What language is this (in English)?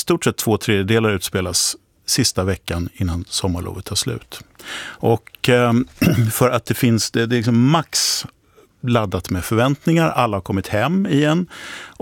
Swedish